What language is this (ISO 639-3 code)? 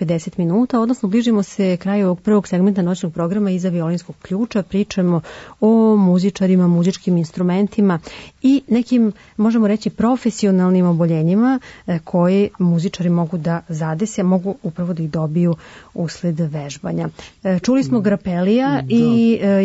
srp